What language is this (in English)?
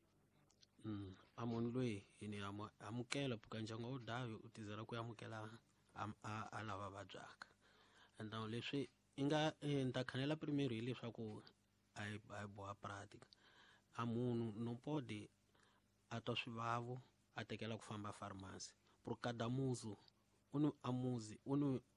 Tsonga